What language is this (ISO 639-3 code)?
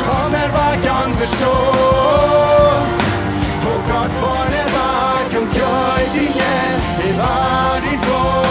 pdt